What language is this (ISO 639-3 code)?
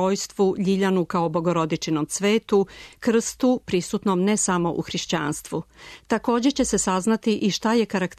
srp